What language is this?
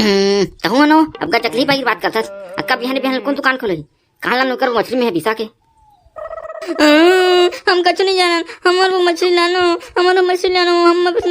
Chhattisgarhi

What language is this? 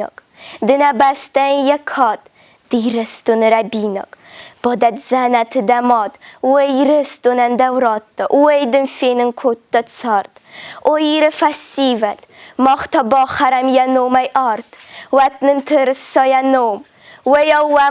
Ossetic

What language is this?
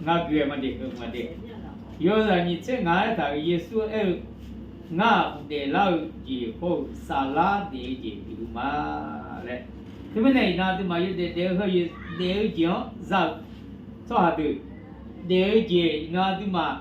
Akha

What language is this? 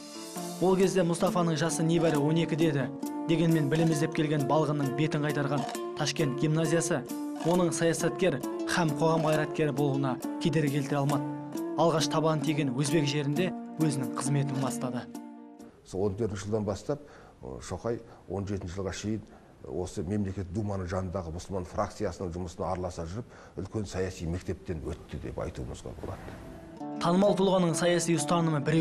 Kazakh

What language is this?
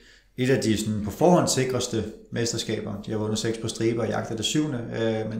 Danish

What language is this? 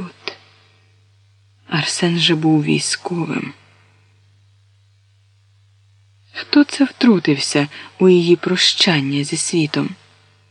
Ukrainian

